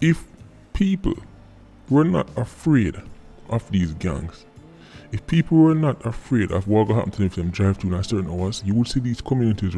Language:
Jamaican Creole English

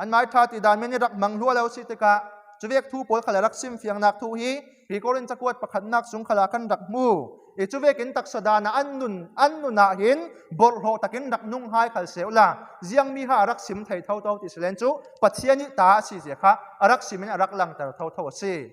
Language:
Falam Chin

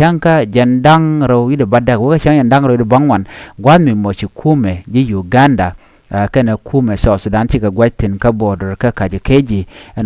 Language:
Nuer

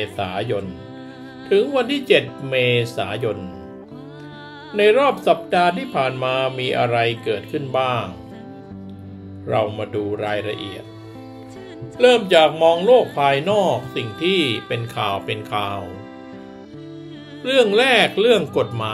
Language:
Thai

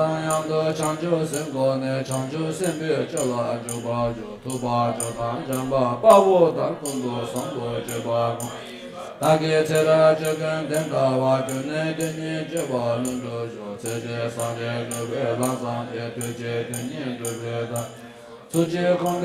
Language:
Tibetan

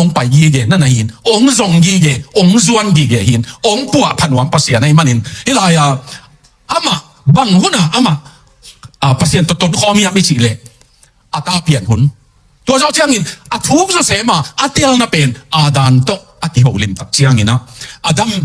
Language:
Tedim Chin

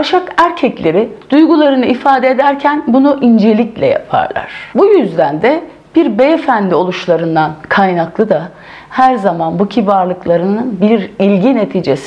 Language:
Turkish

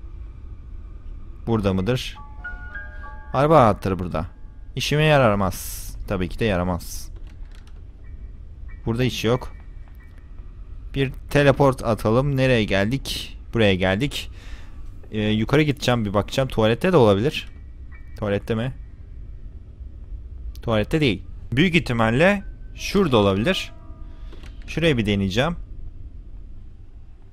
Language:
Turkish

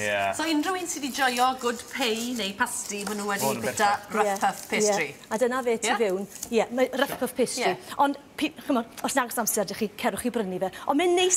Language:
Welsh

